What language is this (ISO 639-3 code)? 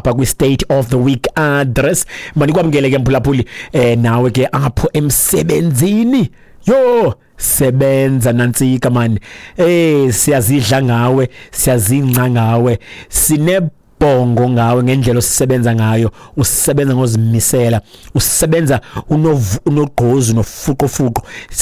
xho